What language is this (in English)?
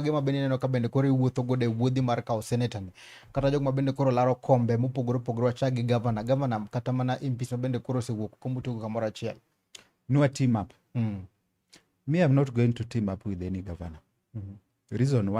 Luo (Kenya and Tanzania)